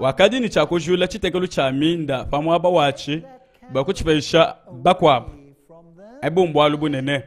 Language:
Luba-Lulua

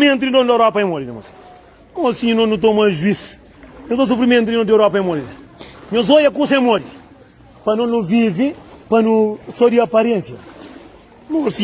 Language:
Kabuverdianu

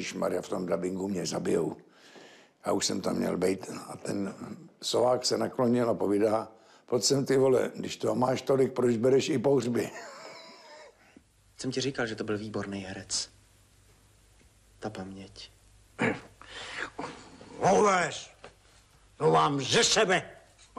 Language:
Czech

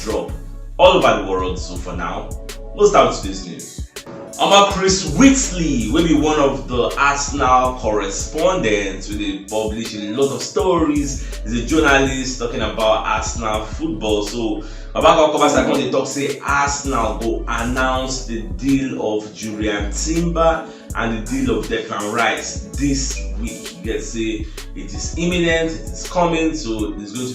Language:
Nigerian Pidgin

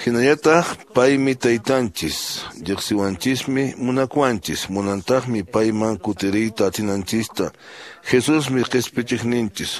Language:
Quechua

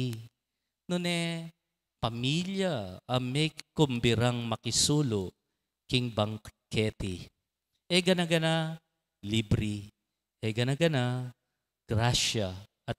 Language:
Pampanga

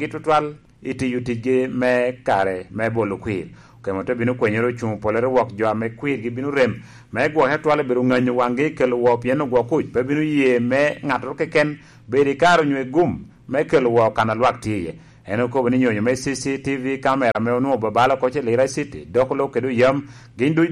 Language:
Lango (Uganda)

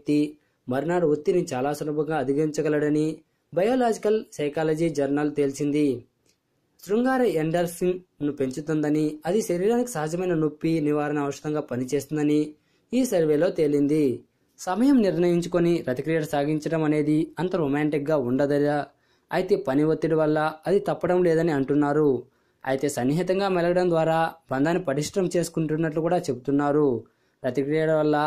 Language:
Telugu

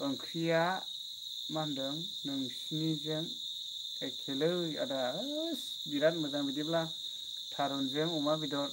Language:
Bodo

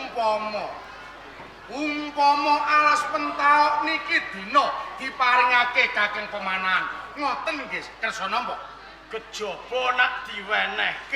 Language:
Javanese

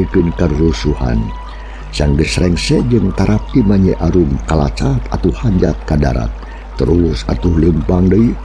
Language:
Sundanese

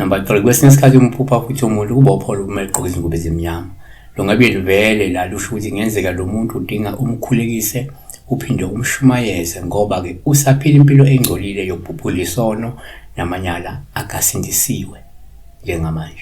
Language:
Zulu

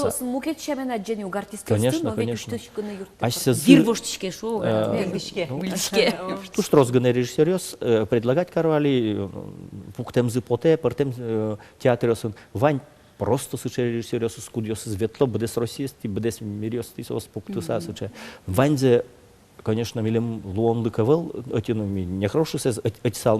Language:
Udmurt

